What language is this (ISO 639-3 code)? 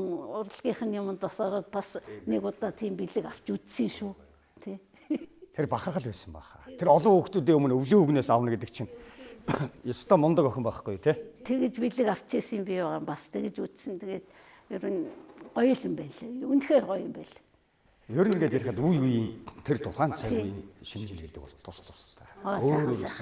mon